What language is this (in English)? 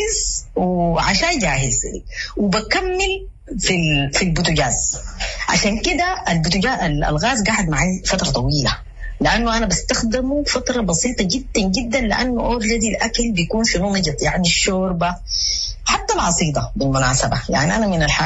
Sudanese Arabic